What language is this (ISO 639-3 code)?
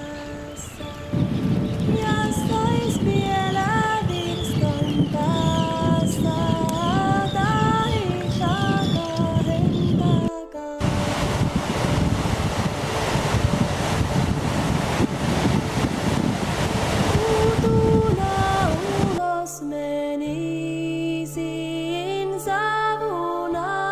fin